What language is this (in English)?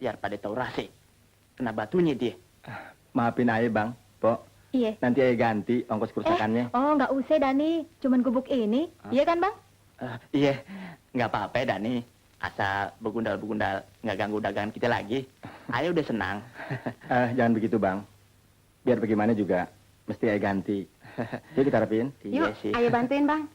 Betawi